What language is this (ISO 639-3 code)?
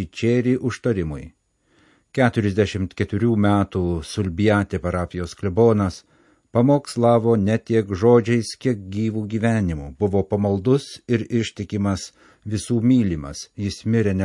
lit